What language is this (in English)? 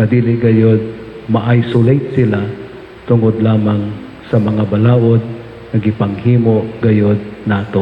Cebuano